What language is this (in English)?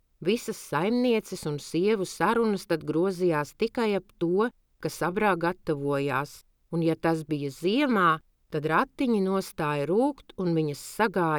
Latvian